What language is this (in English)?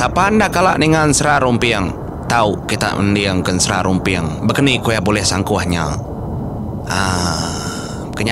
Iban